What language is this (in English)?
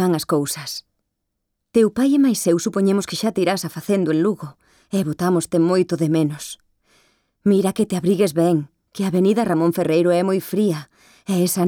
Galician